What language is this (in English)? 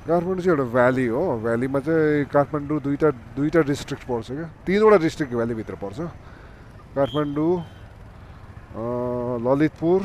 Nepali